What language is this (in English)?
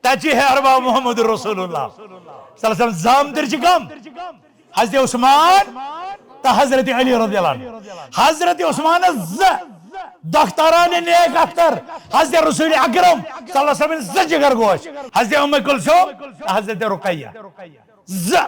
Kashmiri